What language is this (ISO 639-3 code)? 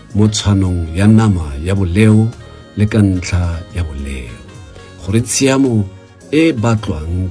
tsn